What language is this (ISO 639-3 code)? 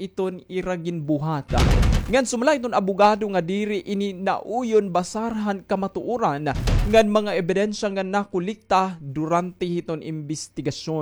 war